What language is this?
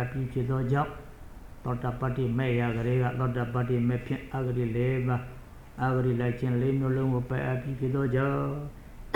Burmese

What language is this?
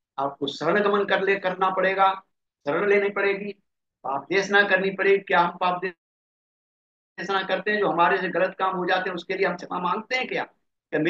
Hindi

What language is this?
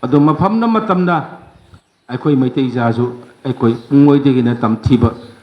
Manipuri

